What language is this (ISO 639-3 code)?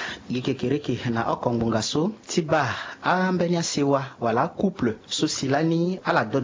sag